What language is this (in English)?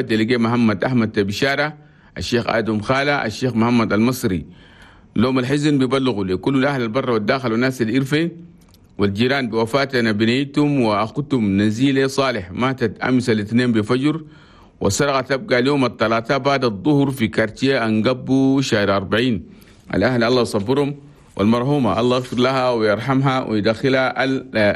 Chadian Arabic